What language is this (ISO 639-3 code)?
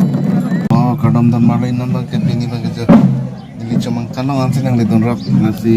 mjw